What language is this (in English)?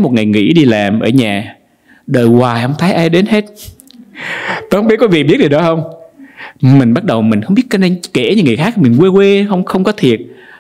Vietnamese